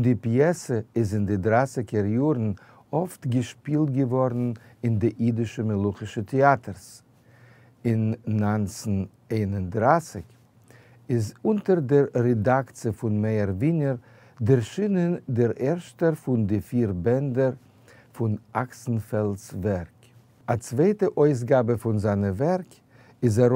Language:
Yiddish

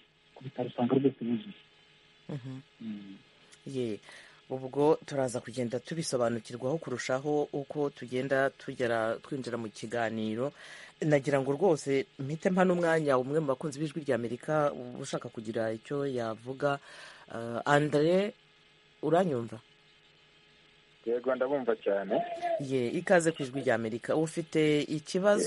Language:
Kinyarwanda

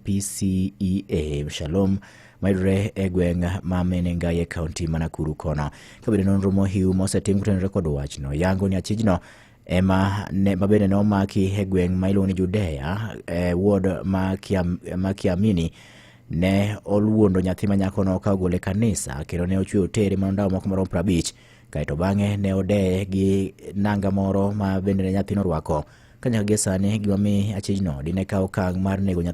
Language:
Luo (Kenya and Tanzania)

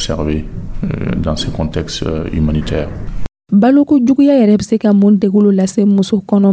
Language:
Dyula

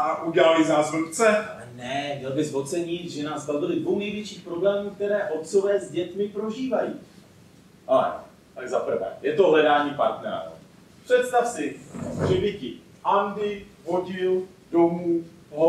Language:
Czech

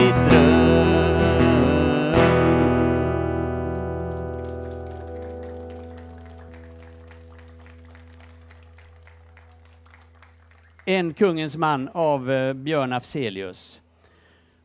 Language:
Swedish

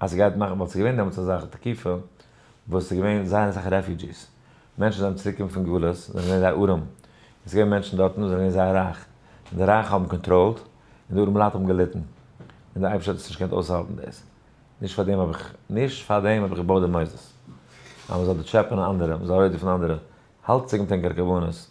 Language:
Yiddish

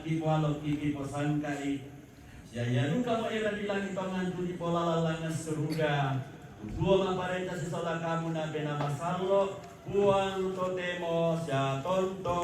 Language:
Toraja-Sa'dan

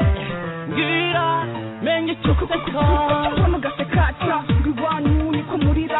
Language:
Kinyarwanda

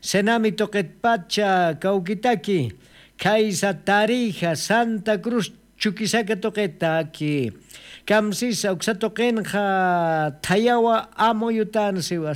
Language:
Aymara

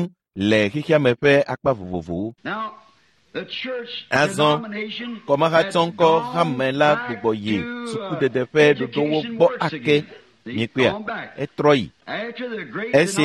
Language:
Ewe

